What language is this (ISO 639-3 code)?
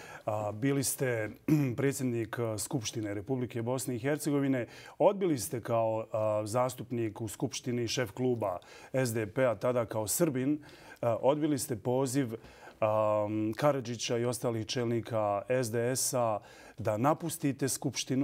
bos